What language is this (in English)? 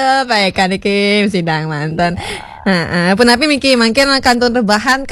Balinese